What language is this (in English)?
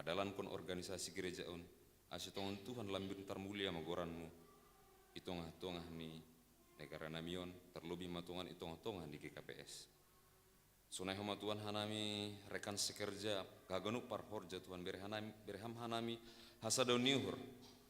Batak Simalungun